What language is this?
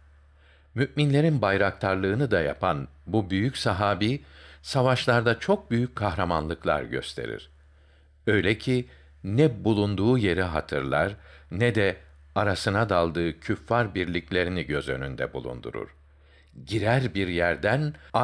Turkish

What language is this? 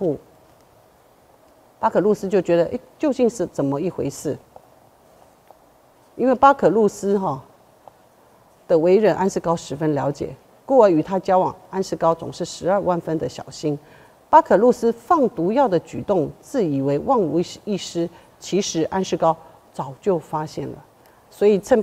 Chinese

